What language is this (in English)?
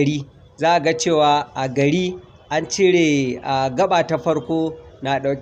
Hausa